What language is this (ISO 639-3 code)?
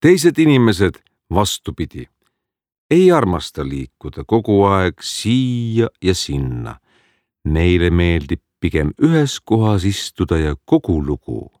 est